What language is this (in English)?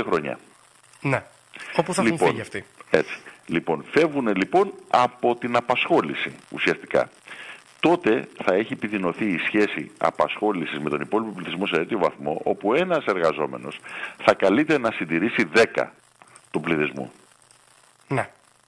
Greek